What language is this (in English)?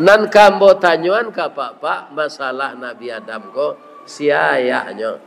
Minangkabau